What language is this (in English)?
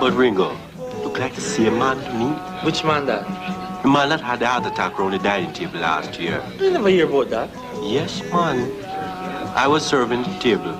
Jamaican Creole English